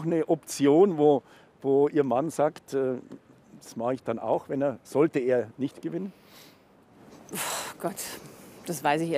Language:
German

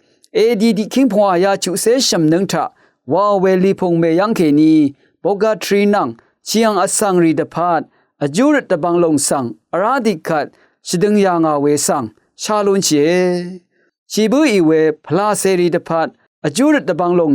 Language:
Rawang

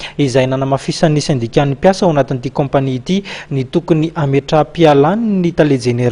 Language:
Malagasy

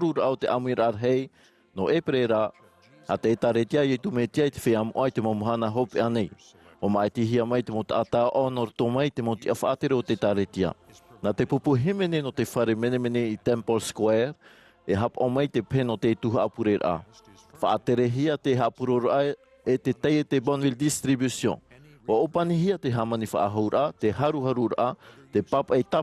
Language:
Tahitian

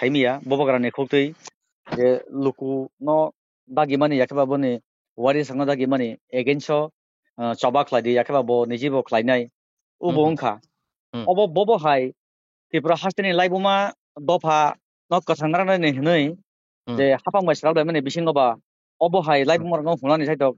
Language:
Kok Borok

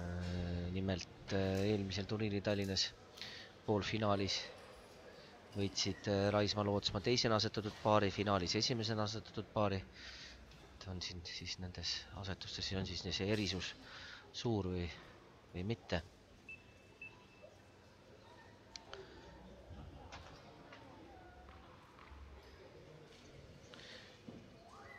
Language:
Estonian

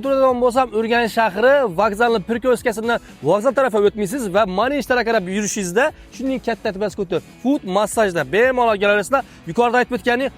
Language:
Uzbek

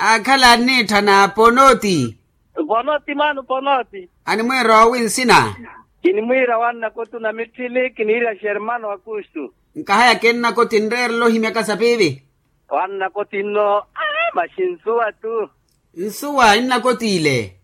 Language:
Makhuwa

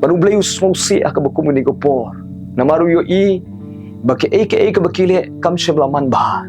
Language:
Khasi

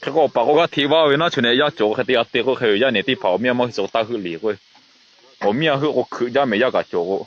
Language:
Lahu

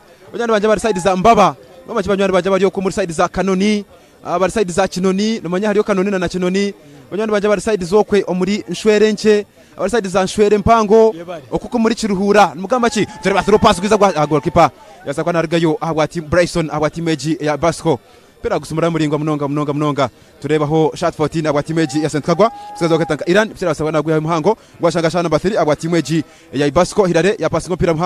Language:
Nyankole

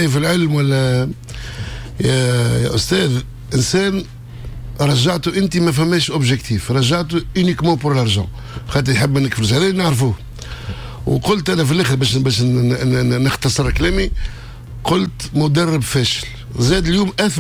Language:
Tunisian Arabic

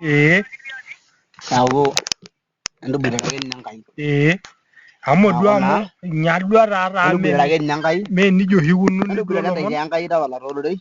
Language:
Masai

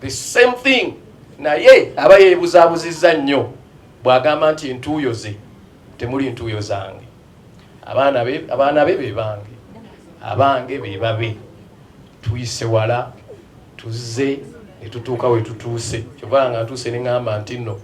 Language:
Ganda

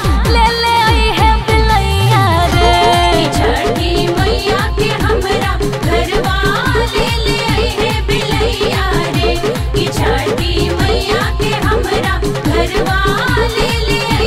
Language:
Bhojpuri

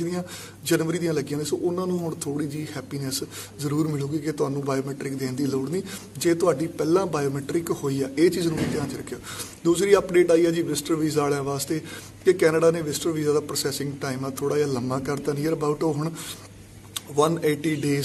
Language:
Punjabi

